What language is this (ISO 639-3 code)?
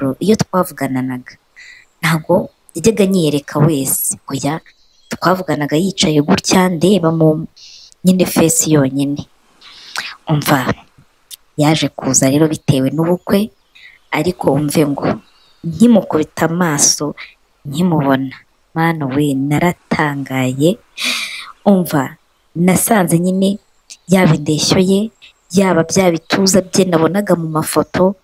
kin